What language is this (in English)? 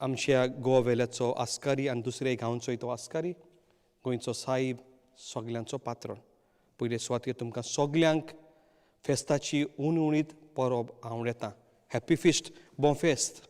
Konkani